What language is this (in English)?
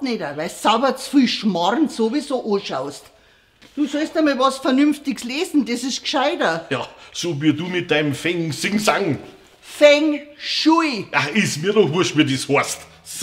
Bavarian